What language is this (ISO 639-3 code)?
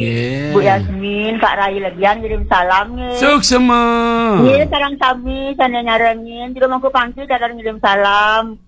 ban